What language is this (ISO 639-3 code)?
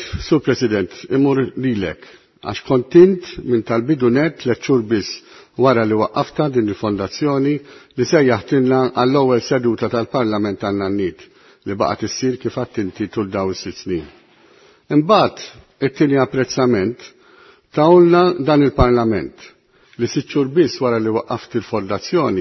mlt